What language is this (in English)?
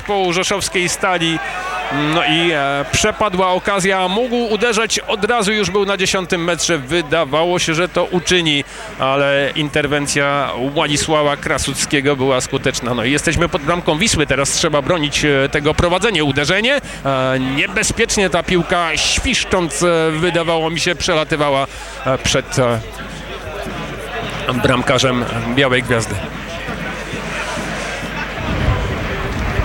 Polish